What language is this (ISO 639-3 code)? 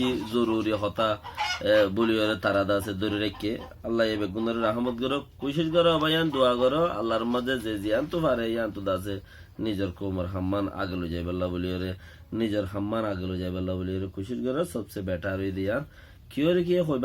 rhg